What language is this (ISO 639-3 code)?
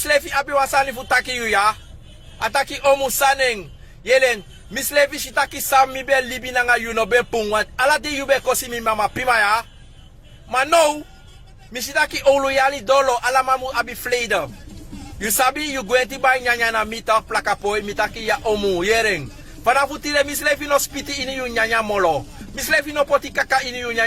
srn